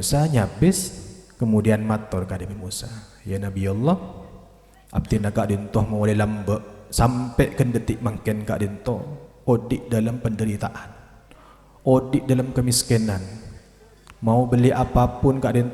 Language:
Madurese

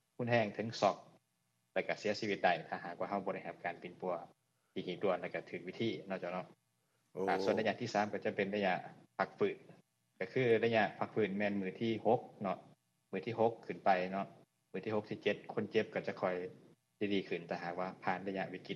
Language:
Lao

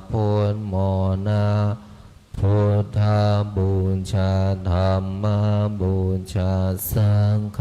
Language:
Pali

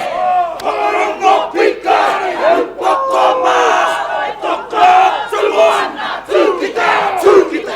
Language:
Māori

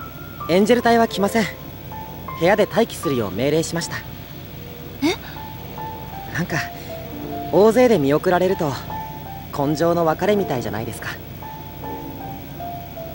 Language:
Japanese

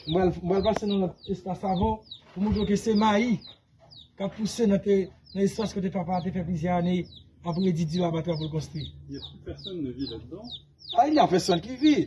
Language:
Haitian Creole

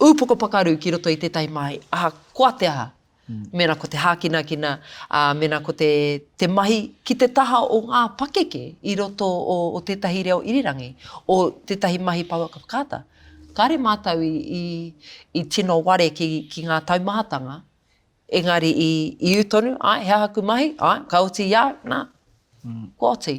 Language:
Māori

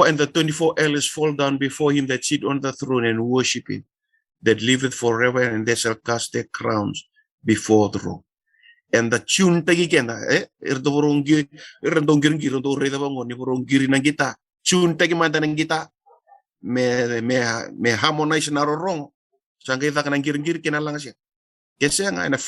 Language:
Fijian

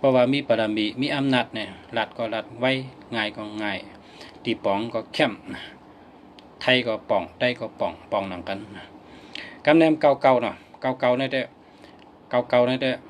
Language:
Shan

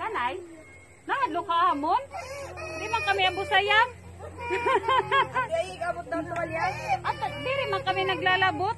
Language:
Waray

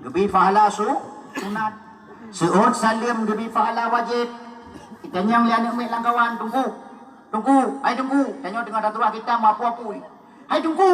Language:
Achinese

